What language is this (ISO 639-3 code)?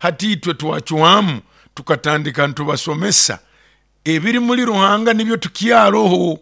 nyo